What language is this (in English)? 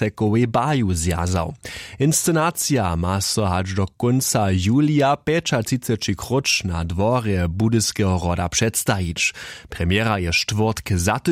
Upper Sorbian